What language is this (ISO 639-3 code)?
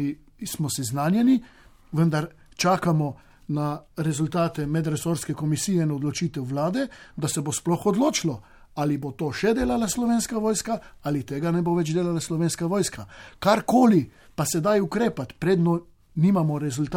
slv